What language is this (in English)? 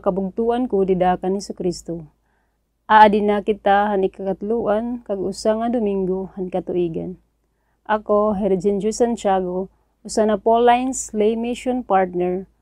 Waray